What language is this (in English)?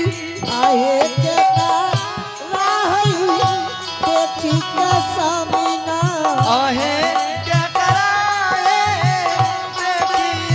Angika